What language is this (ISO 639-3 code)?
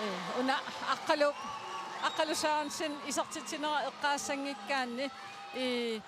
kal